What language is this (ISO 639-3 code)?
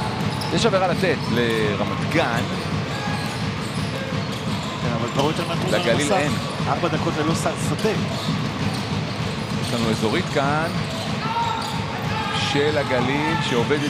heb